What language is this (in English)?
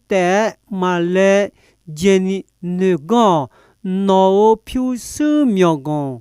Akha